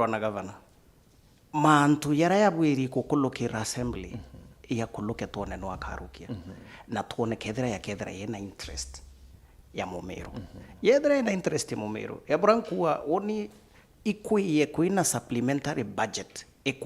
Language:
Meru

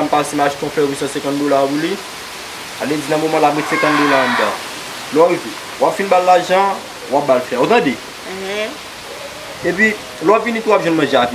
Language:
Haitian Creole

